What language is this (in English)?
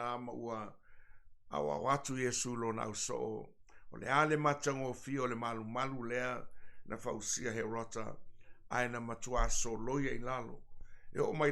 Samoan